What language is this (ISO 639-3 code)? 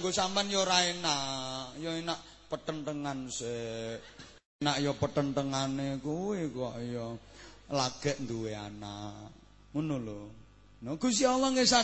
jav